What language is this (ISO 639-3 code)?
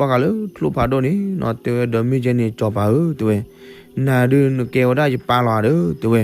ksw